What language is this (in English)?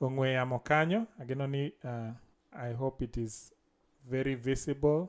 Luo (Kenya and Tanzania)